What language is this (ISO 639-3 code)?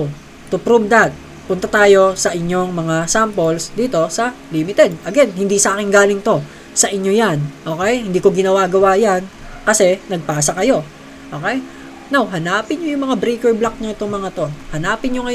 fil